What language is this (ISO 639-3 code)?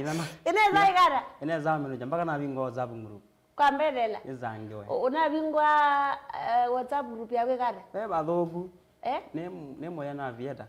kam